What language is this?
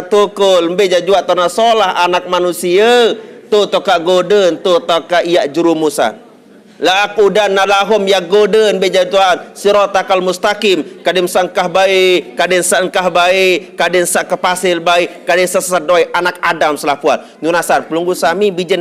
Sasak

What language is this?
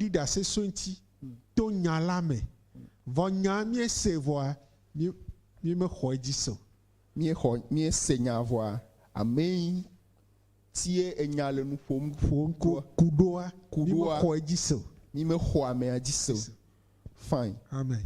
Ewe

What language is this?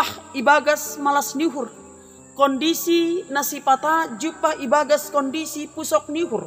Batak Simalungun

